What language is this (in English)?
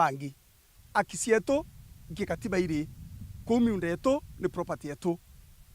Meru